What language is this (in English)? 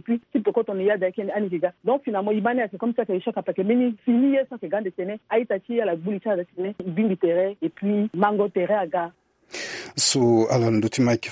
Sango